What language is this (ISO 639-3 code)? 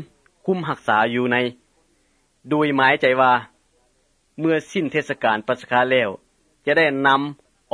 tha